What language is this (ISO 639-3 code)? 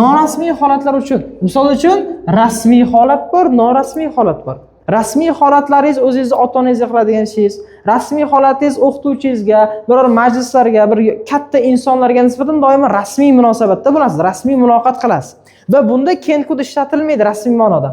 uzb